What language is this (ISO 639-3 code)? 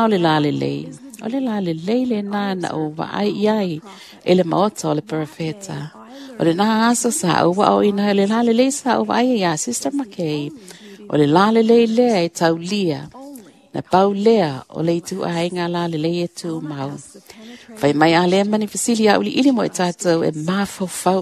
smo